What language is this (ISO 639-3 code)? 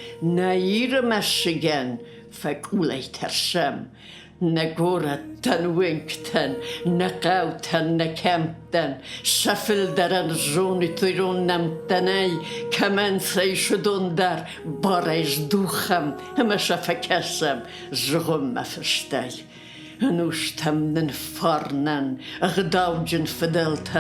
oss